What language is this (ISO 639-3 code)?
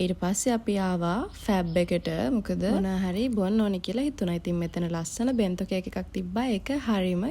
sin